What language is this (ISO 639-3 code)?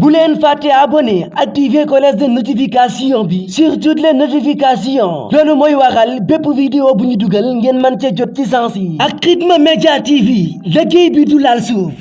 wol